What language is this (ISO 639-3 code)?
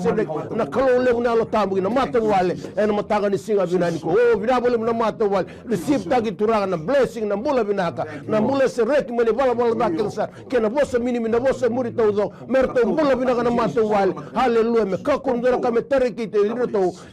fij